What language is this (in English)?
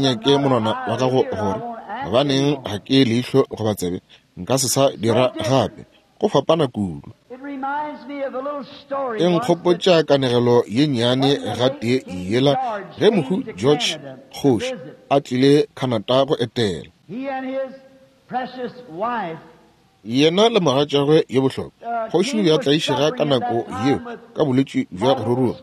Northern Sotho